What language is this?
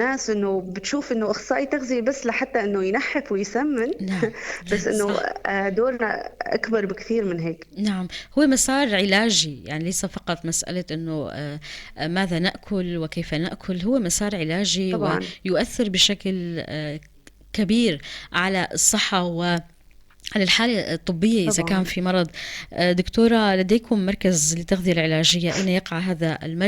North Levantine Arabic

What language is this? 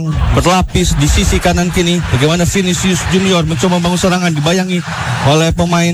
Indonesian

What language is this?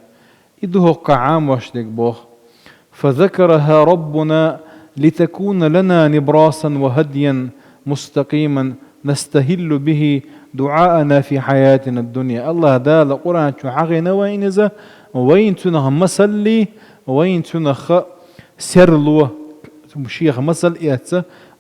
Chechen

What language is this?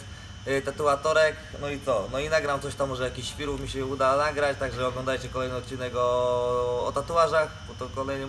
Polish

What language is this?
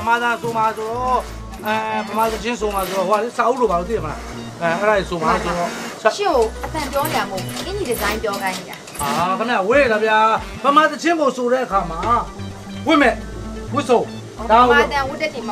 Burmese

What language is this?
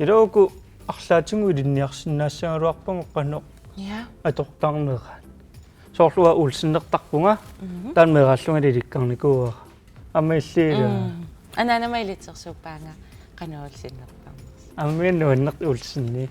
Kalaallisut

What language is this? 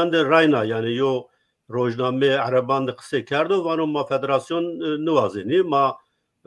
Zaza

